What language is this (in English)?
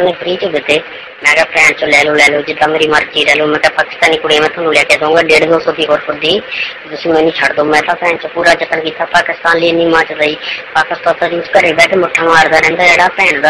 Punjabi